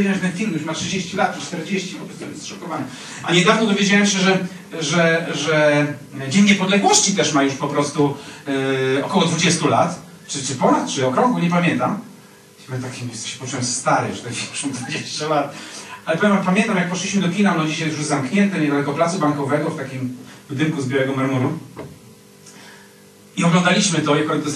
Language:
Polish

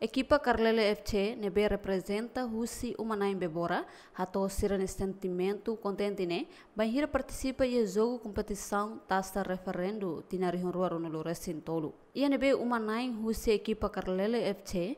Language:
Tetum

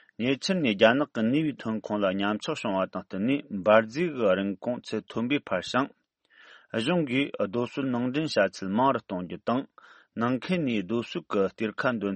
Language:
Tibetan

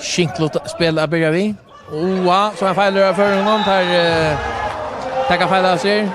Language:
Faroese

